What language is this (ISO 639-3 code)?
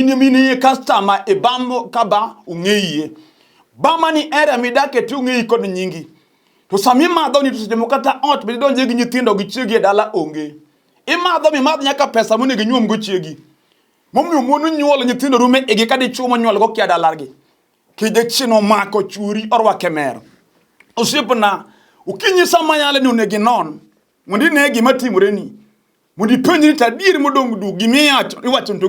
luo